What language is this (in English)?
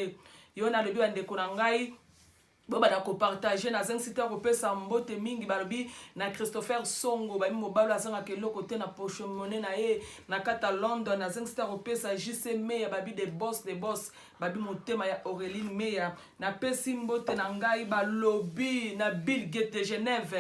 Lingala